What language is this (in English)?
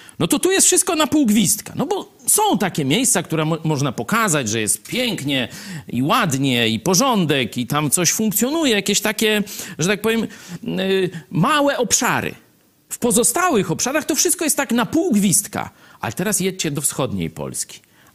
Polish